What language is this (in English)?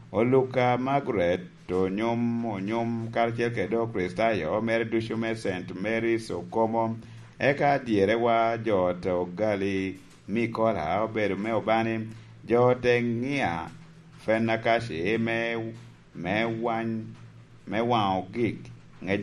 Lango (Uganda)